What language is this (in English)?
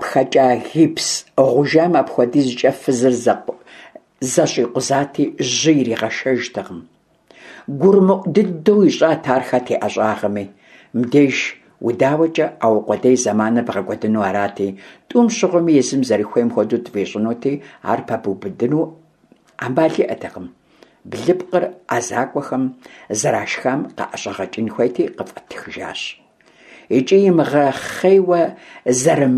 Kabardian